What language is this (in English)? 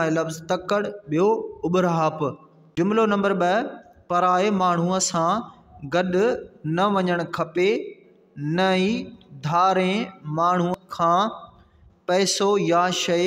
Sindhi